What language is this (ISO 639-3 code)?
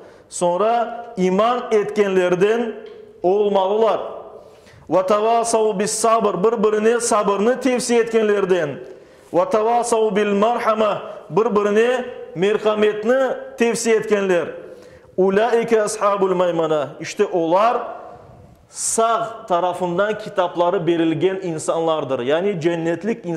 crh